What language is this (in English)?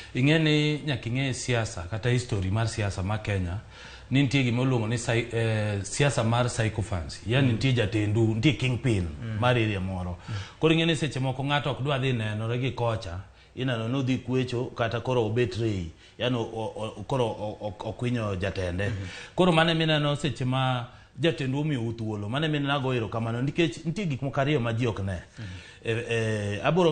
Luo (Kenya and Tanzania)